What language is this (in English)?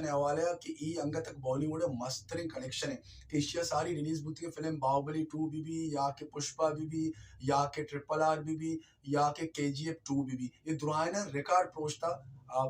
Baluchi